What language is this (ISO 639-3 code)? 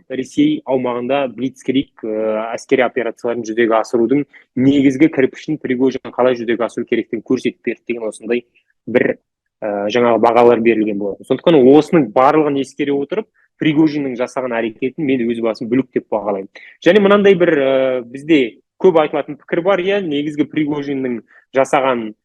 kaz